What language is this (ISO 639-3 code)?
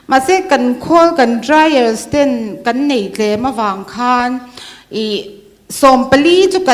lus